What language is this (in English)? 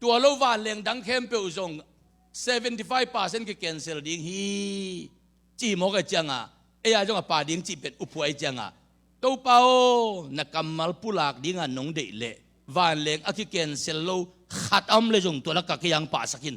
Tedim Chin